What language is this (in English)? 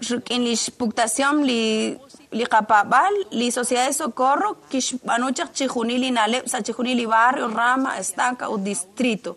Kekchí